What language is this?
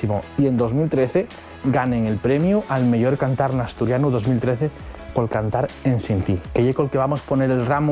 Asturian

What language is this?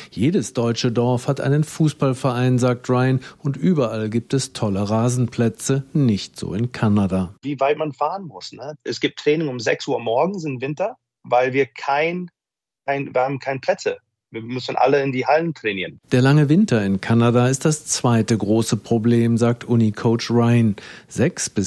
German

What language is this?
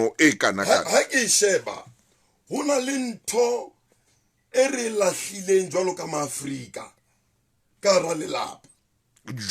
Southern Sotho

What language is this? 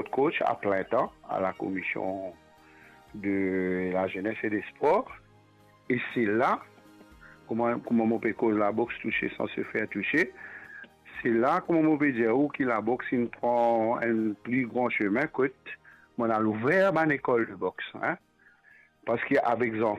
Morisyen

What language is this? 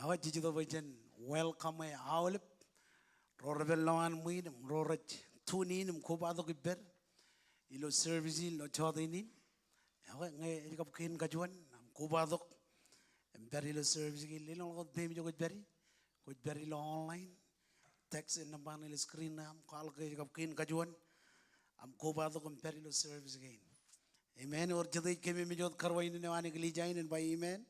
Marshallese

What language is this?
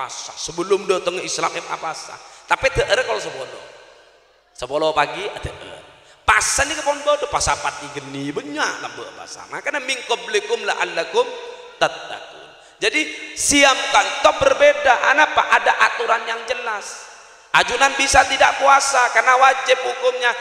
Madurese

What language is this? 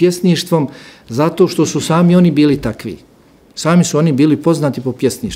Bosnian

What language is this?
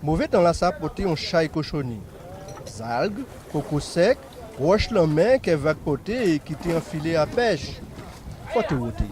Guadeloupean Creole French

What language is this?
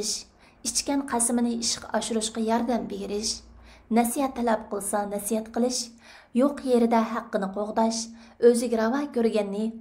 Uyghur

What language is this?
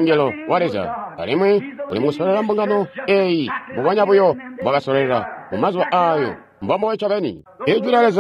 Tonga (Zambia)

